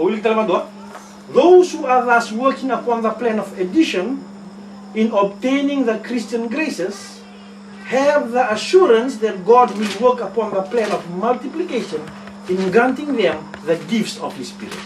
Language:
Fijian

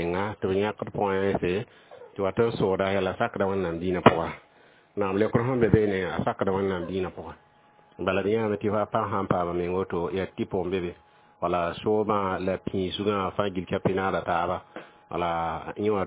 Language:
Mossi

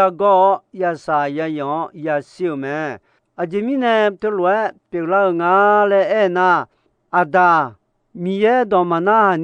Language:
Akha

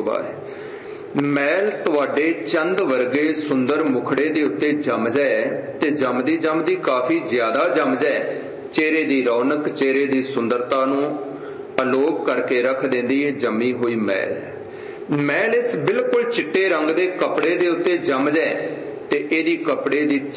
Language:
Punjabi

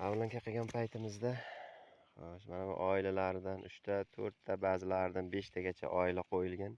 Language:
Uzbek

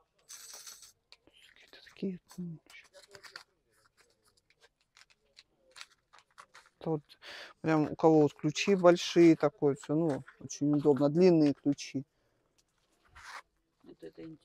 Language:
Russian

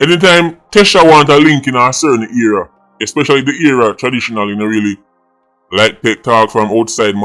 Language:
Jamaican Creole English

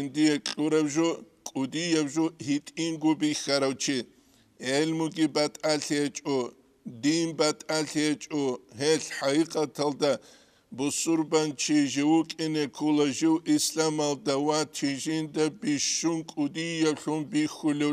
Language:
Avaric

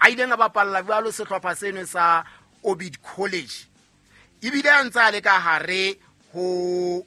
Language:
Southern Sotho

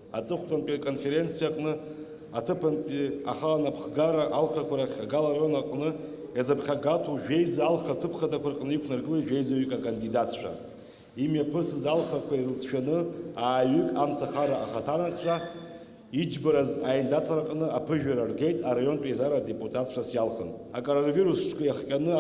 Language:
Abkhazian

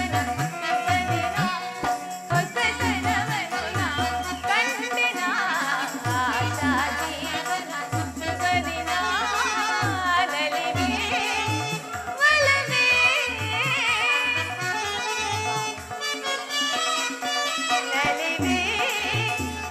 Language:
Kannada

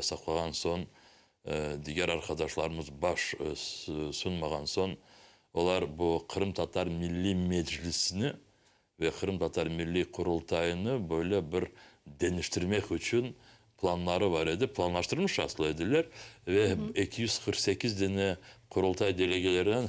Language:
Crimean Tatar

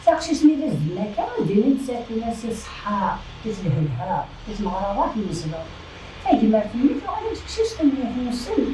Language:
Kabyle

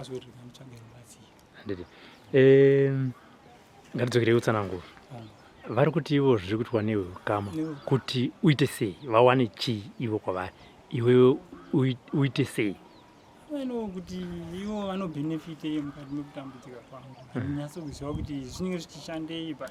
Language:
Shona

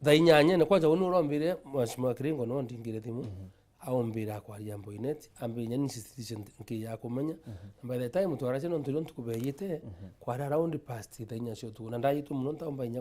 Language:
Meru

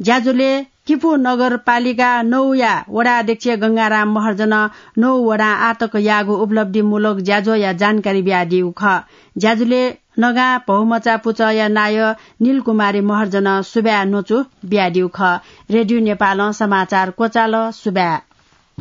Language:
Newari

